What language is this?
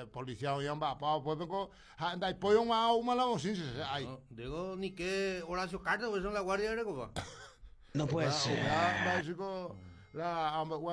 Guarani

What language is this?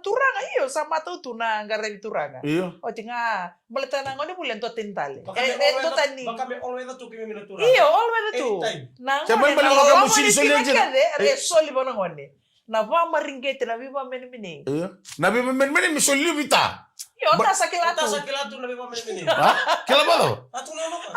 Fijian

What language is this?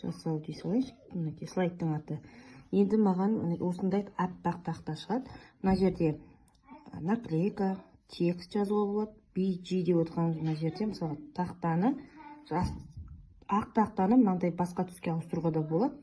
Kazakh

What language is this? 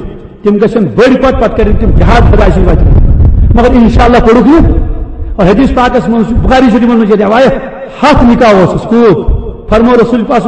Kashmiri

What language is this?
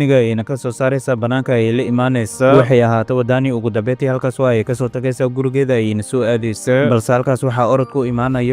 Somali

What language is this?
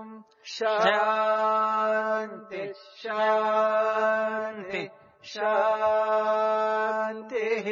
Sanskrit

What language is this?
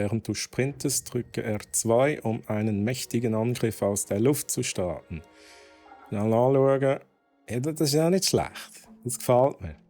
Swiss German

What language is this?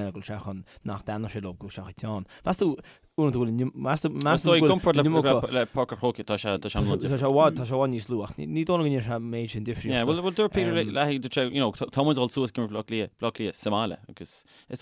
Irish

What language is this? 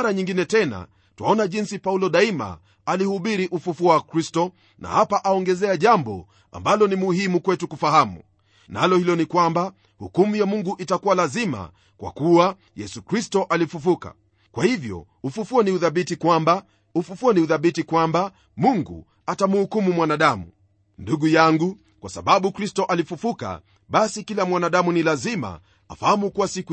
Swahili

